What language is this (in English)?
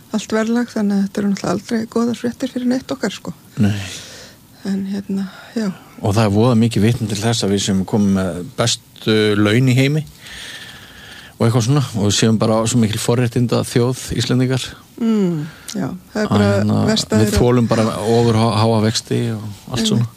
Icelandic